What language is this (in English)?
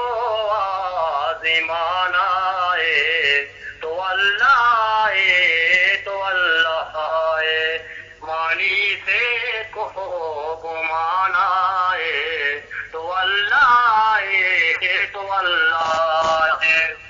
Eastern Balochi